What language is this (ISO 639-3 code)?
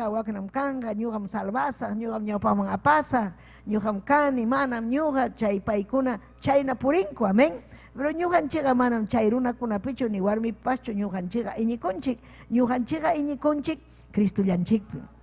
quy